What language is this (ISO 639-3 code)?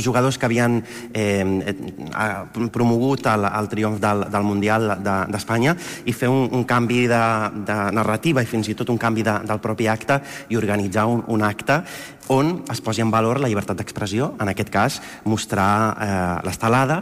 cat